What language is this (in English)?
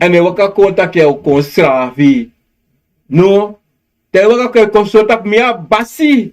Sranan Tongo